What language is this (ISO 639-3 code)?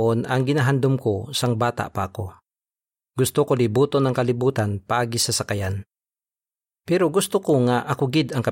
hil